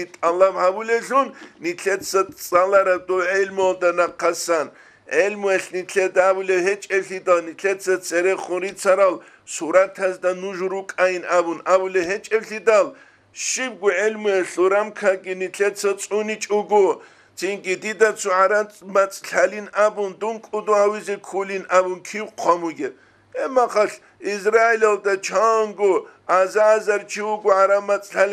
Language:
Avaric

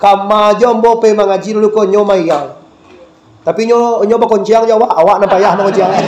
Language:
Minangkabau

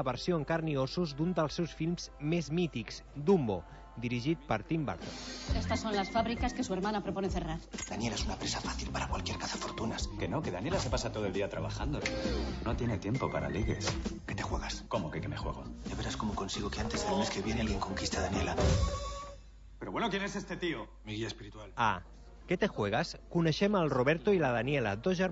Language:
Catalan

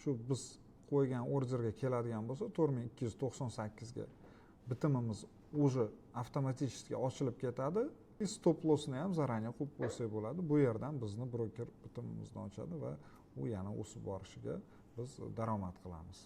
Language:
Uzbek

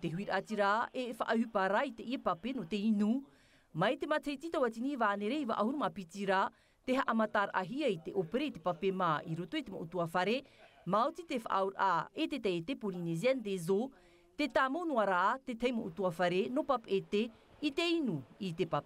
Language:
Tahitian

